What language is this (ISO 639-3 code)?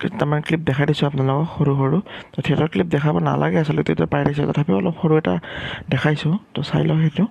asm